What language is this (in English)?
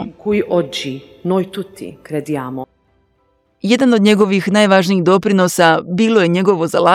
Croatian